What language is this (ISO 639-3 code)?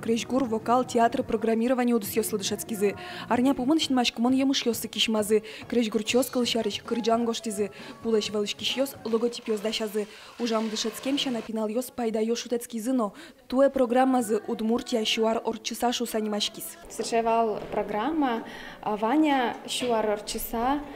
udm